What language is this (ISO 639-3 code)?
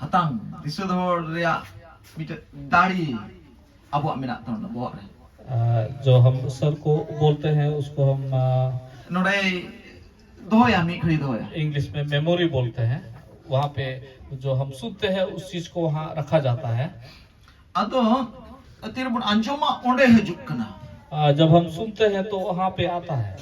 sat